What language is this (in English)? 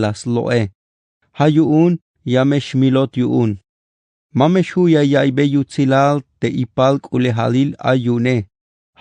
Tzeltal